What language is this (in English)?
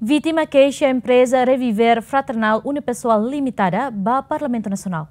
Tetum